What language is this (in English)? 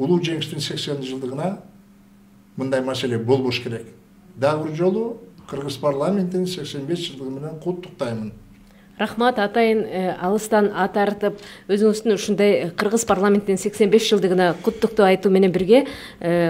Kyrgyz